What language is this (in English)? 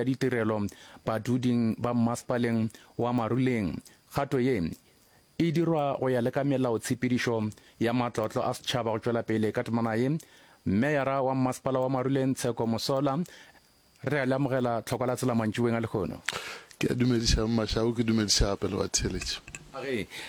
Northern Sotho